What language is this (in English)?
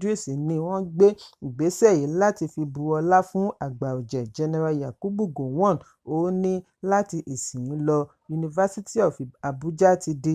Yoruba